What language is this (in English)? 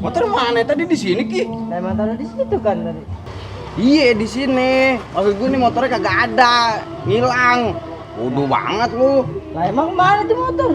Betawi